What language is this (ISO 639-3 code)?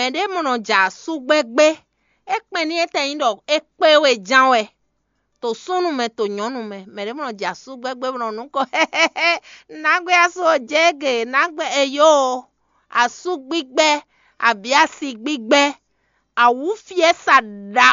fon